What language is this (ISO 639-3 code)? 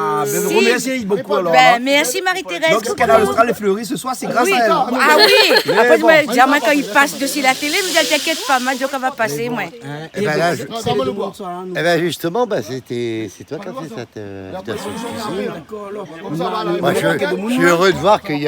rcf